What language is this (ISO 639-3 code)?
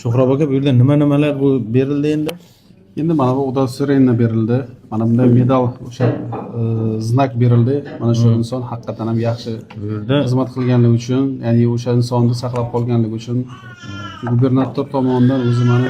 uzb